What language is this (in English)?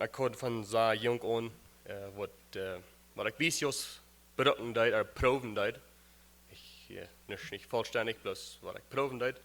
Plautdietsch